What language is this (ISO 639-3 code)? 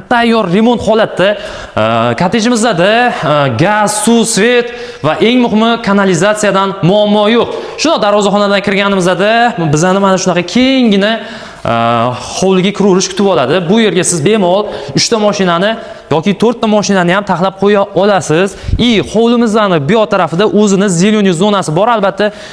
uzb